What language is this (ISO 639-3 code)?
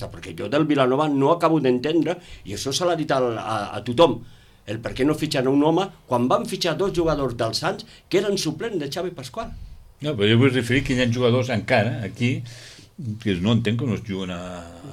cat